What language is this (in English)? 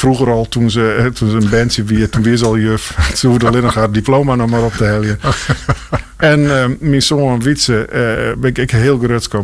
Western Frisian